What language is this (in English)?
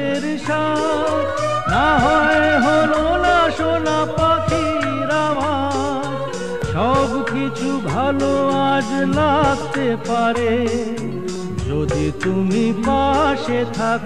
Bangla